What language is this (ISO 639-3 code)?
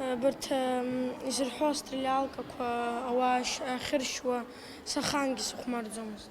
abk